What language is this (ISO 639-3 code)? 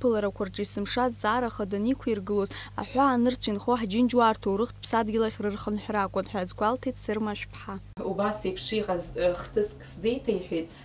abk